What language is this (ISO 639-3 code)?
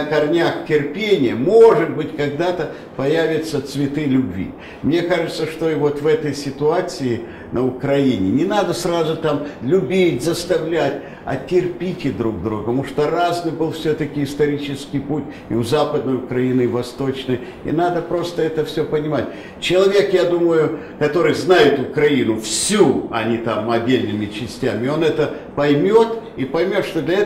rus